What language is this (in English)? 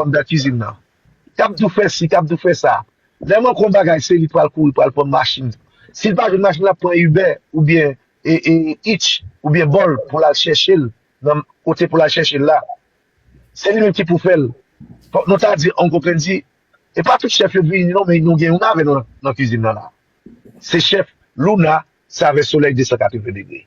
Haitian Creole